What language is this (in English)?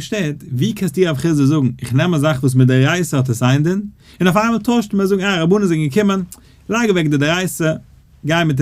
Yiddish